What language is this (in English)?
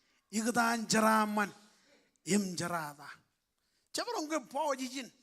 Marshallese